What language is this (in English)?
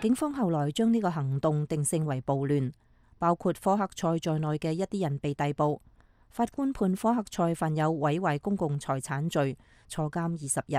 Cantonese